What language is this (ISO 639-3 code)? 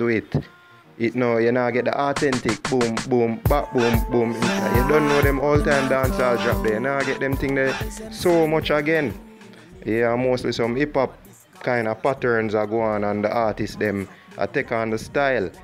jam